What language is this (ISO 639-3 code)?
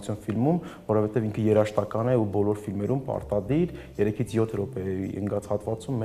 hye